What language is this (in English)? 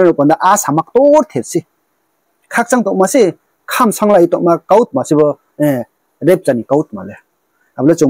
Riang (India)